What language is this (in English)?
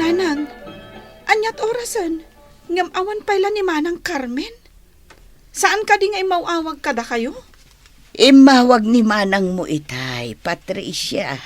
Iloko